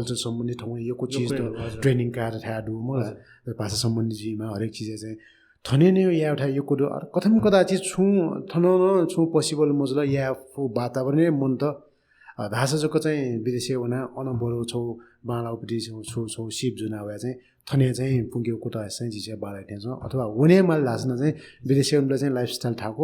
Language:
Newari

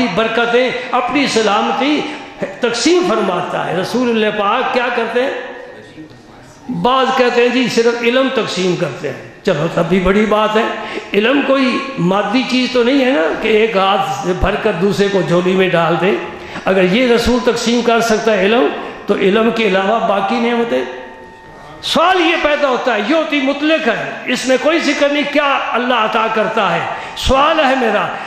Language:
Urdu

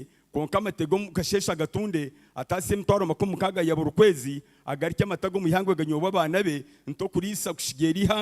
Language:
Nyankole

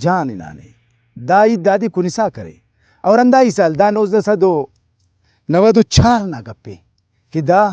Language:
Brahui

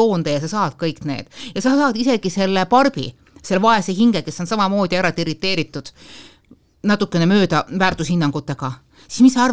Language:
Estonian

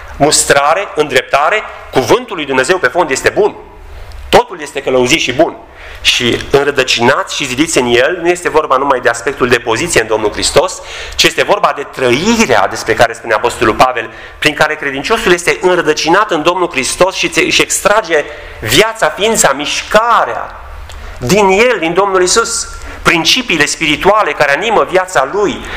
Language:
Romanian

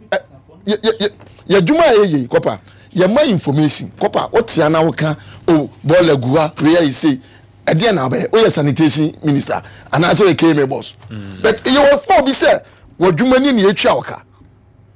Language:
Akan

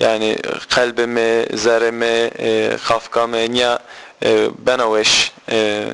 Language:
Zaza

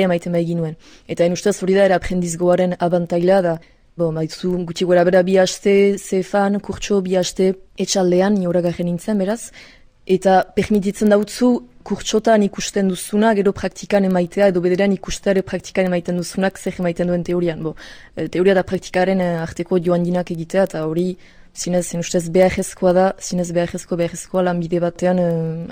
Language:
Basque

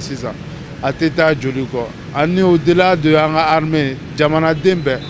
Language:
Bambara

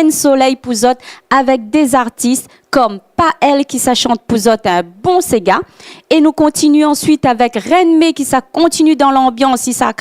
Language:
Réunion Creole French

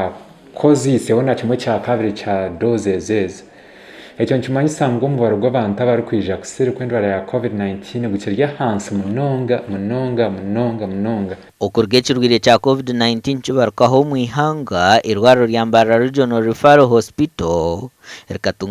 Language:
Nyankole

